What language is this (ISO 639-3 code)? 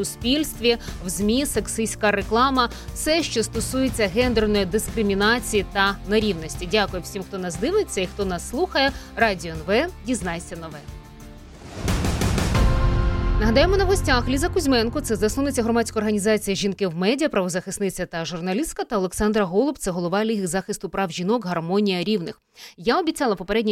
ukr